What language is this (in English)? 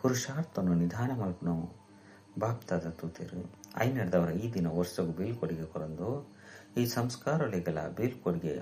Tulu